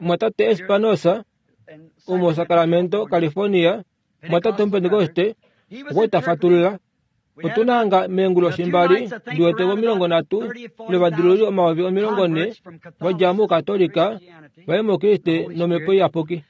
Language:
Kuanyama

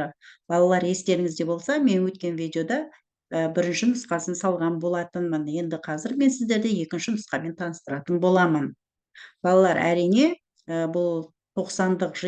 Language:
Kazakh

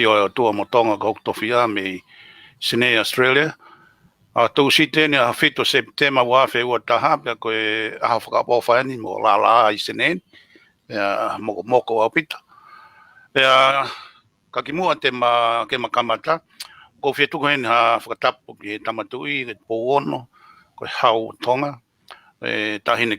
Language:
Tongan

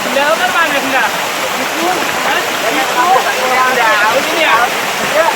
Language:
Betawi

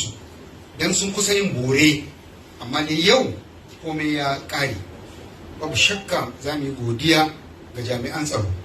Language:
Hausa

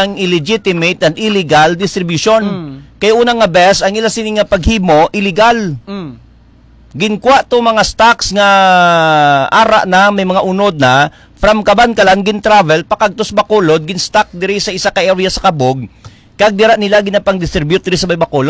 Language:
Hiligaynon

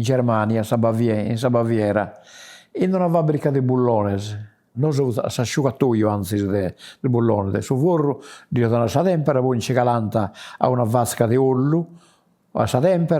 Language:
Sardinian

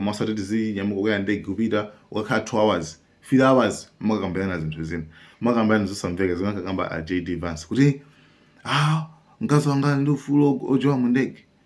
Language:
Nyanja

